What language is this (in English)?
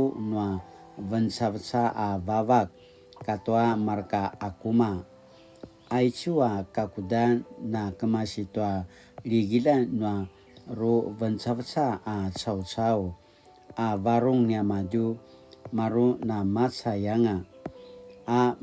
Paiwan